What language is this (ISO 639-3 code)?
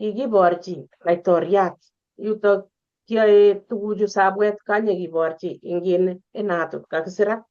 kln